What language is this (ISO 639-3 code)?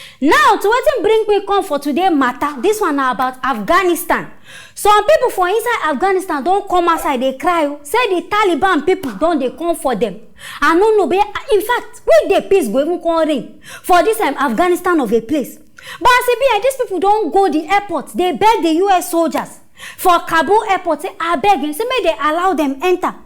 pcm